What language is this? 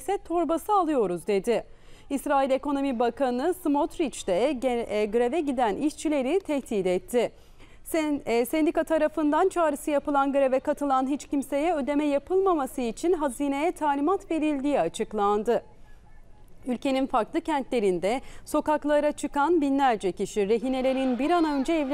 Turkish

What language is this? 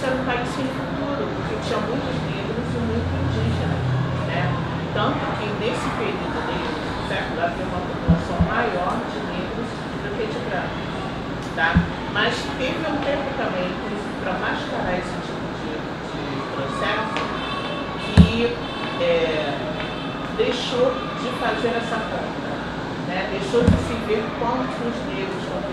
Portuguese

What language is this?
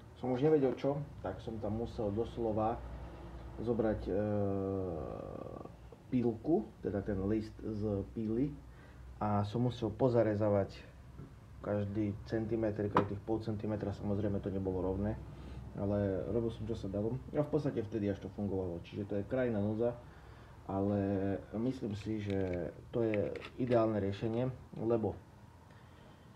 Slovak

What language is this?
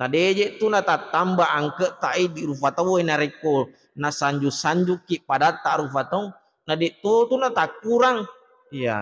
Buginese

